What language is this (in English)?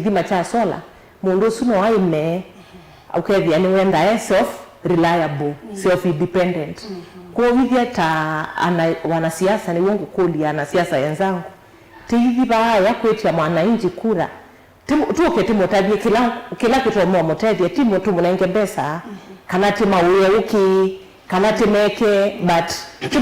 Kamba